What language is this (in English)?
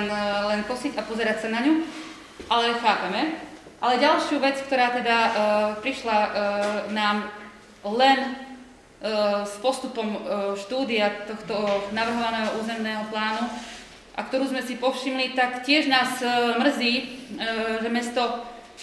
Slovak